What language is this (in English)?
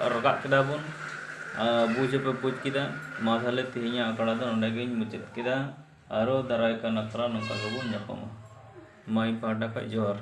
Santali